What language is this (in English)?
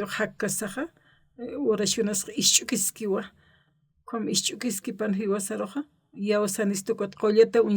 Aymara